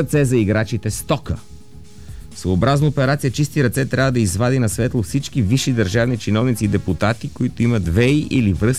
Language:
Bulgarian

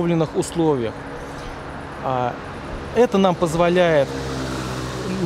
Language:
Russian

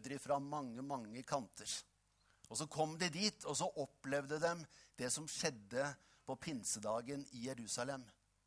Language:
Norwegian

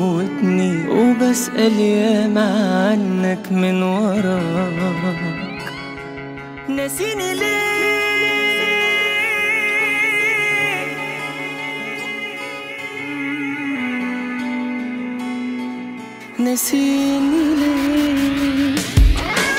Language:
Egyptian Arabic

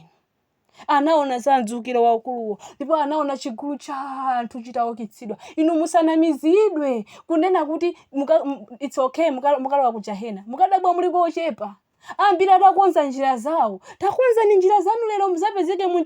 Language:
Nyanja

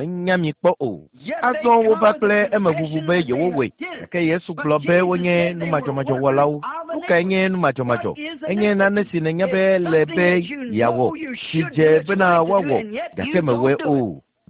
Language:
Ewe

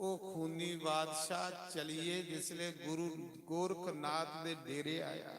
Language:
Dogri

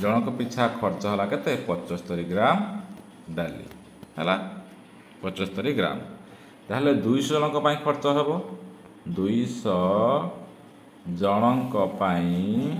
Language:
Odia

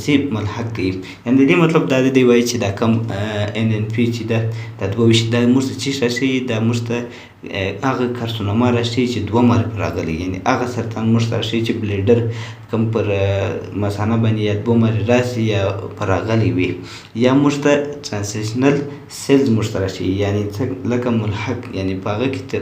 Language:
Pashto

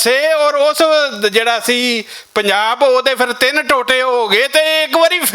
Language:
Western Panjabi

